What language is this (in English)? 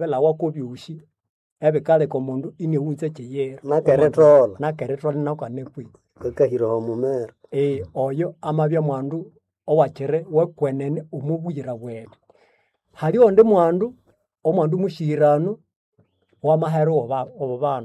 Nande